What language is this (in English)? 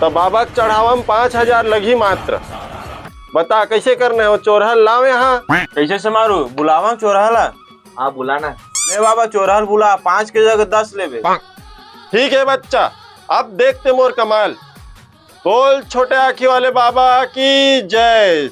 Chhattisgarhi